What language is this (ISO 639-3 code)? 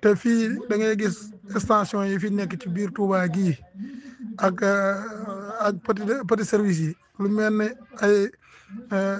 wol